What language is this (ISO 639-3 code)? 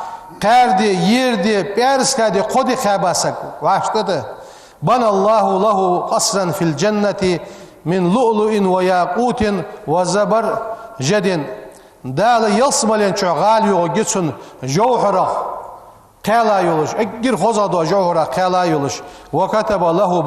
inh